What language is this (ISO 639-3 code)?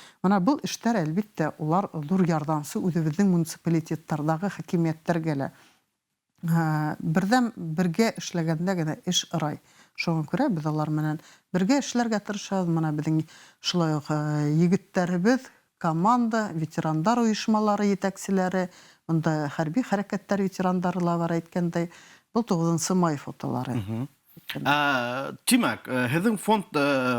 bak